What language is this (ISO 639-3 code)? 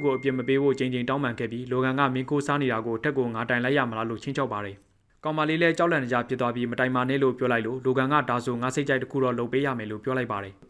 mya